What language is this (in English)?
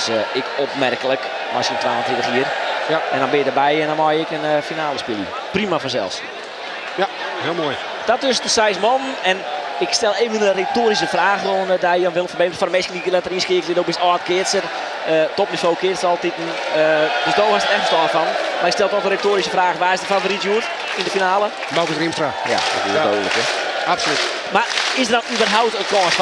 Western Frisian